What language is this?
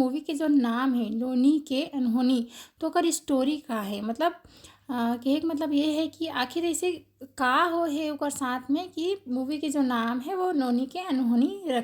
Chhattisgarhi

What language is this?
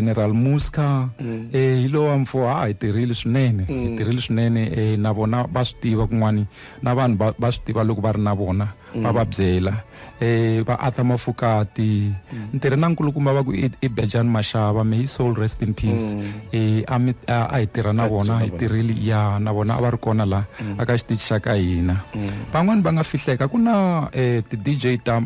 Tsonga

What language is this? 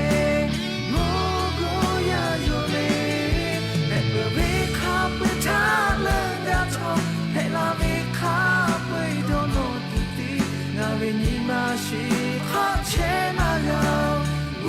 Lahu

